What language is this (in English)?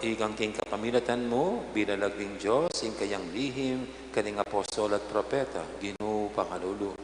Pampanga